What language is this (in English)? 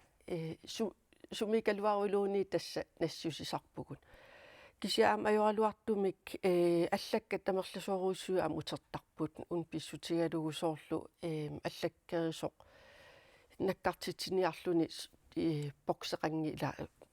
Kalaallisut